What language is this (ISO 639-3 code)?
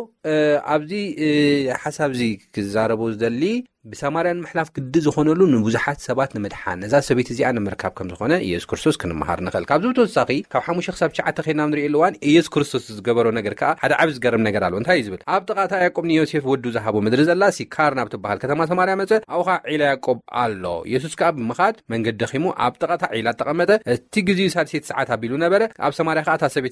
tir